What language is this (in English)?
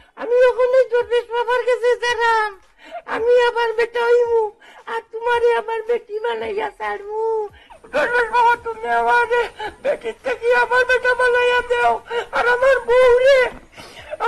Sylheti